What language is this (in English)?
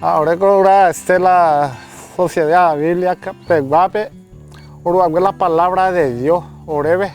Guarani